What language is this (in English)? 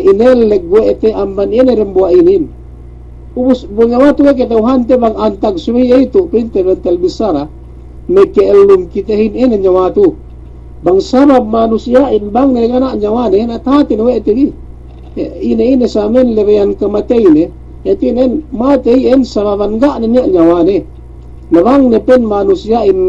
Yakan